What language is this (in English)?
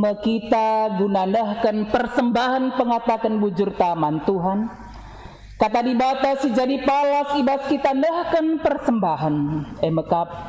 Batak Karo